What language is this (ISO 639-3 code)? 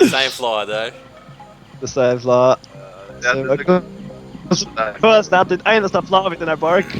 fao